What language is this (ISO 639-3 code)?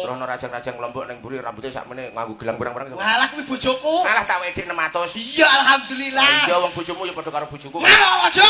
jav